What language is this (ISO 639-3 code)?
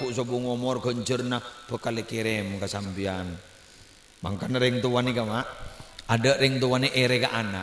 mad